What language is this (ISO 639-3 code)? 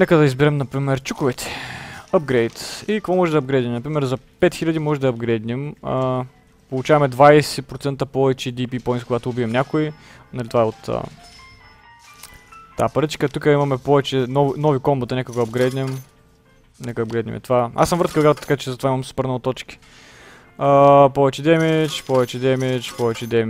bul